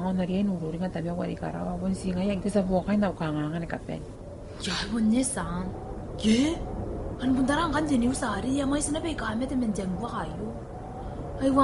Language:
Gilbertese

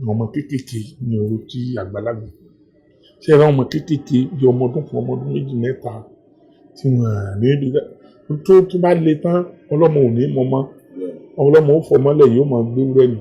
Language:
Yoruba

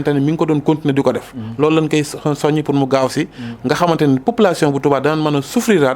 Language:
Wolof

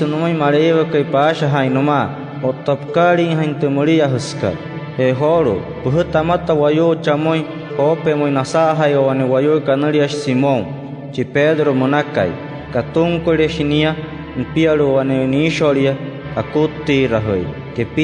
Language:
Wayuu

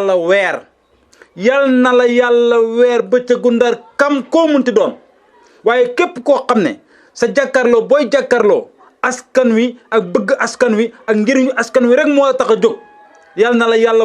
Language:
Wolof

